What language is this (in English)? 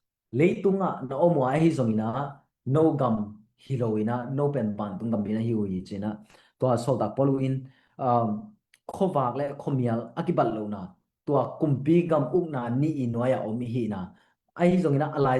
Tedim Chin